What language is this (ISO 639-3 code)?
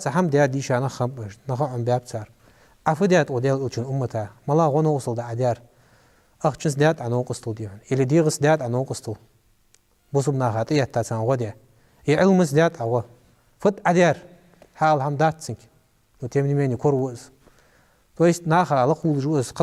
inh